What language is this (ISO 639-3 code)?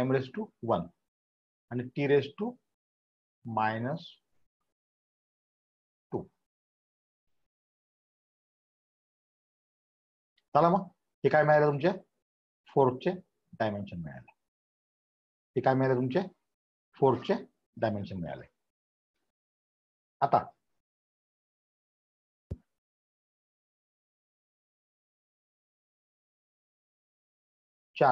mar